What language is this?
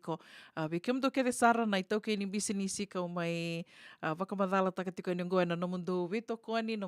Fijian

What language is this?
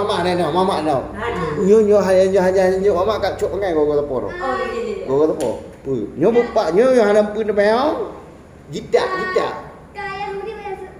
Achinese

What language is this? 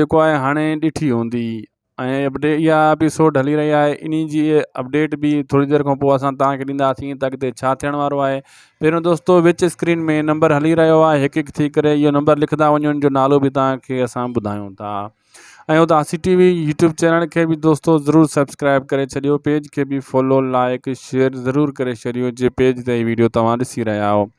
Sindhi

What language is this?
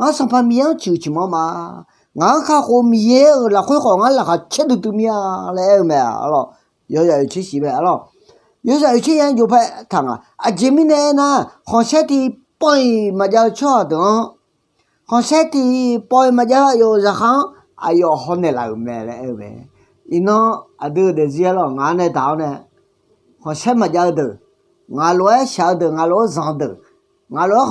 Akha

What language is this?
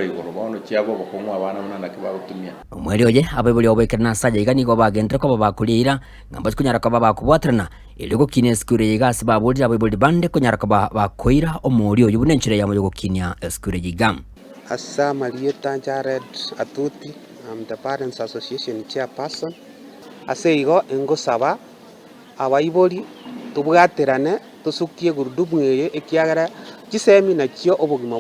Gusii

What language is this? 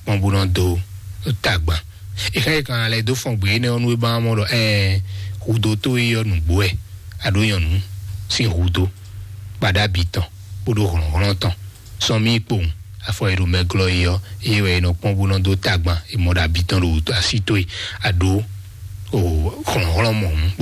Fon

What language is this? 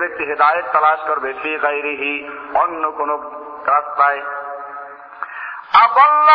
Bangla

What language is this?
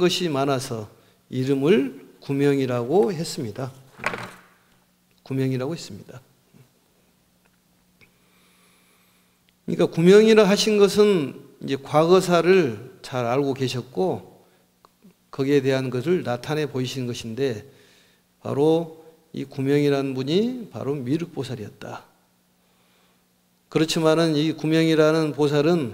Korean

